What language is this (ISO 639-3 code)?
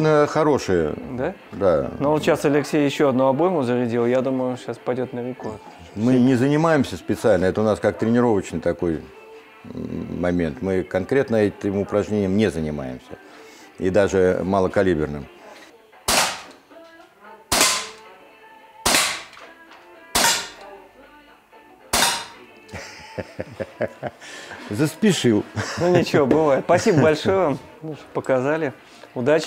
rus